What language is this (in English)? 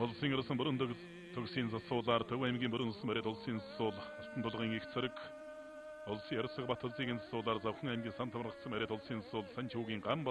Mongolian